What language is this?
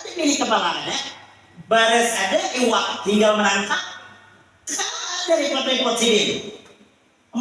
Banjar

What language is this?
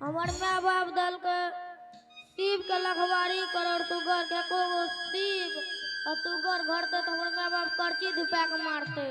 Angika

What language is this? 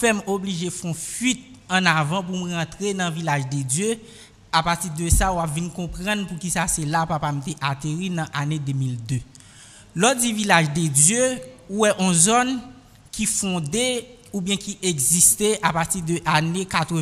French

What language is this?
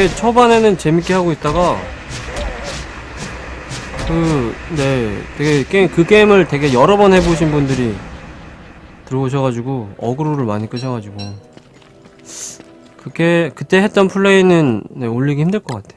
Korean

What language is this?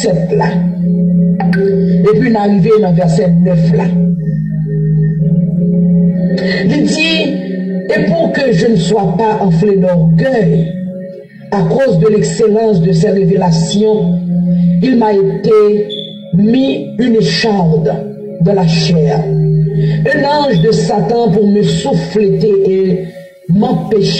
French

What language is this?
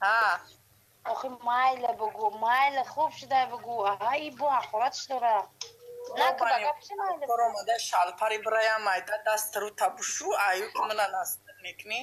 Tajik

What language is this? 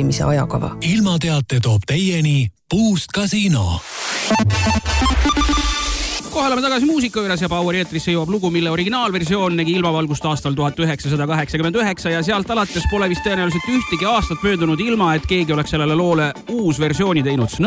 Estonian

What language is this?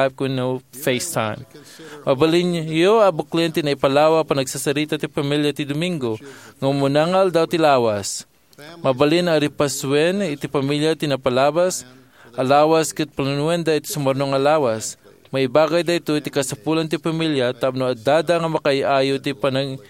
Iloko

